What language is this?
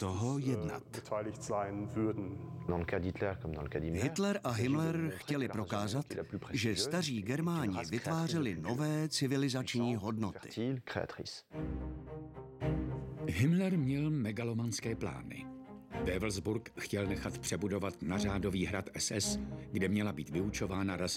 Czech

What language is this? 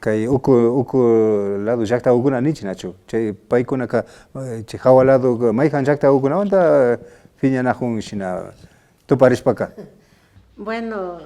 Imbabura Highland Quichua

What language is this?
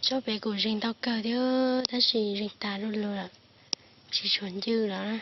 Hmong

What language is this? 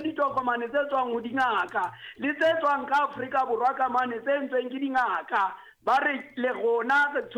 Southern Sotho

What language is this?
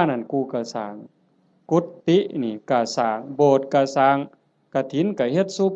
Northeastern Thai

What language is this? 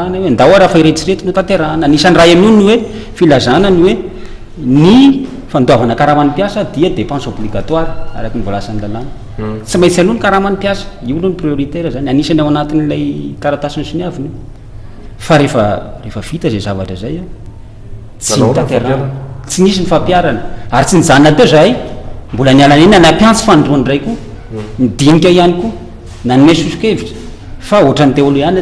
Malagasy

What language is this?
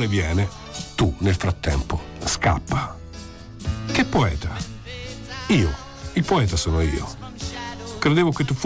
Italian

